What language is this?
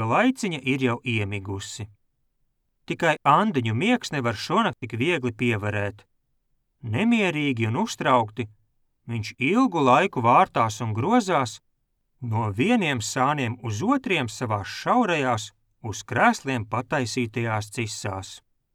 Latvian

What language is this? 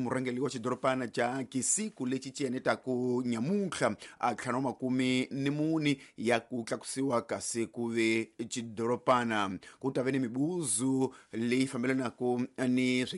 Tsonga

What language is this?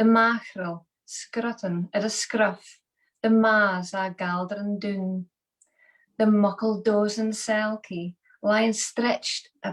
Scots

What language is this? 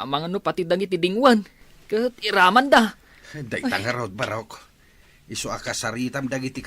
Iloko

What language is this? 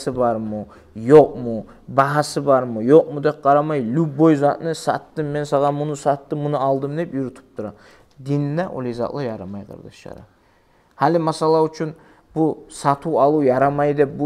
Kumyk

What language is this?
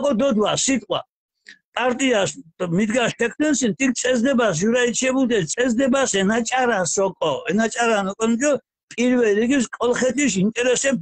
Mingrelian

